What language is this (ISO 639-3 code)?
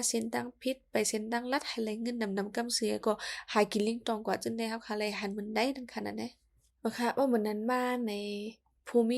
shn